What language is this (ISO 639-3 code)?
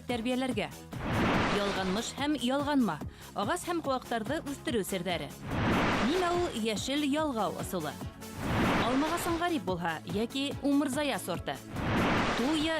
bak